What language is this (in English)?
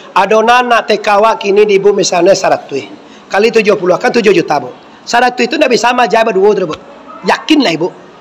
Minangkabau